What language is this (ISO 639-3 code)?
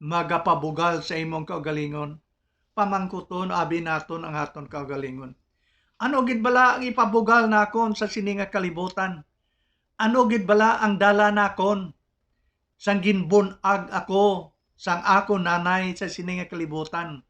hil